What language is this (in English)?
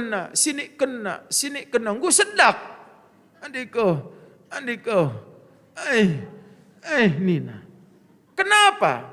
Batak Karo